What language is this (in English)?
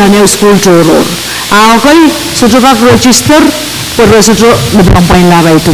Pohnpeian